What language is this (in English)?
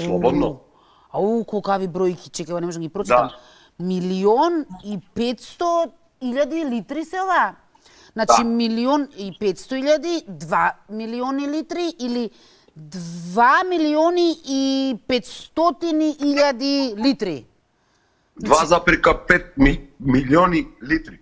Macedonian